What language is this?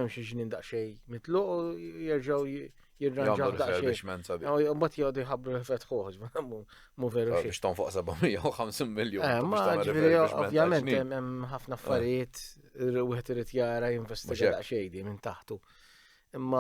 Maltese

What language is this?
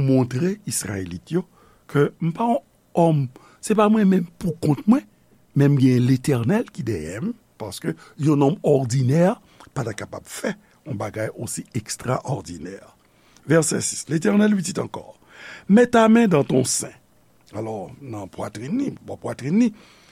Haitian Creole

